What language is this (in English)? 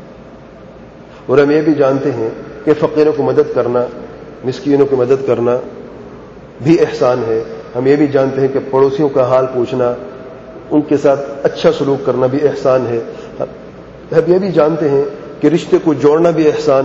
Urdu